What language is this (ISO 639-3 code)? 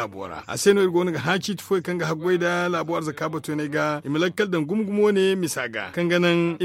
dje